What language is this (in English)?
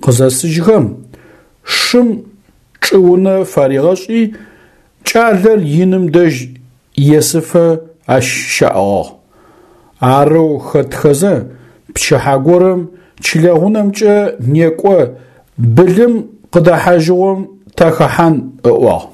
Adyghe